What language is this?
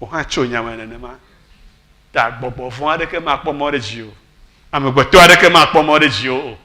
Ewe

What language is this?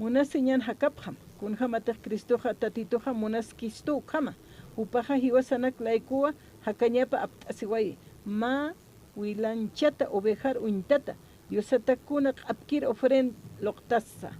Aymara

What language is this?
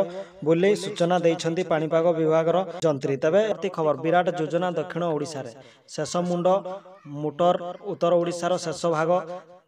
Odia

